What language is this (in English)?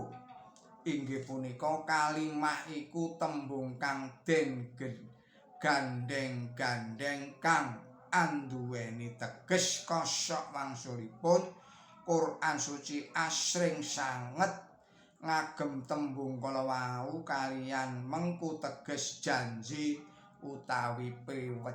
Javanese